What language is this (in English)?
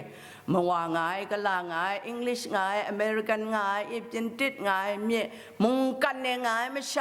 Kachin